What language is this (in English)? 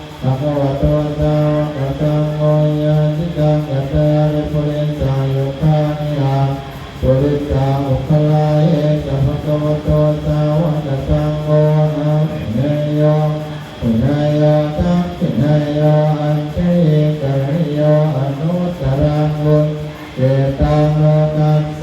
Pali